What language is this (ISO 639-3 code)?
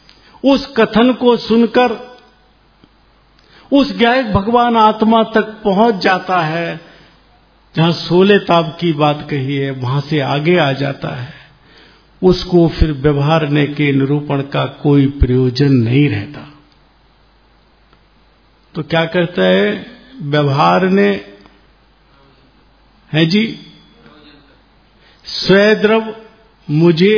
hin